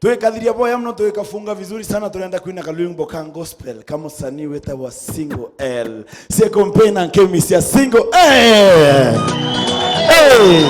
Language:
Meru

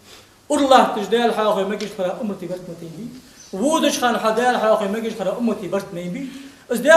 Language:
Ingush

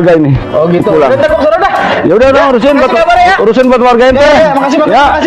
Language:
Betawi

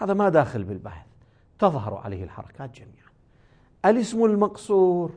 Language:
Moroccan Arabic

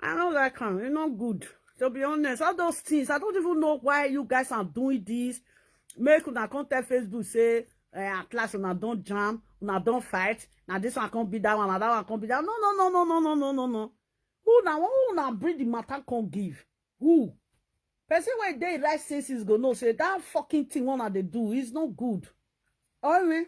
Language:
Nigerian Pidgin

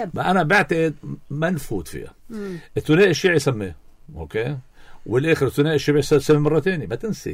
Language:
North Levantine Arabic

